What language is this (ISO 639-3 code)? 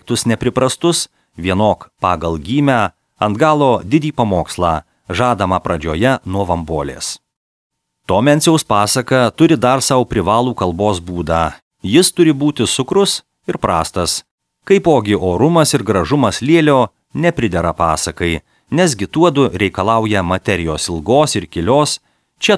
lit